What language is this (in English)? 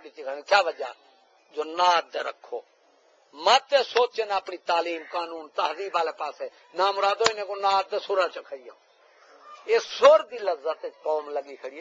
Saraiki